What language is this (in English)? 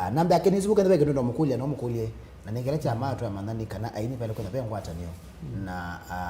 Kamba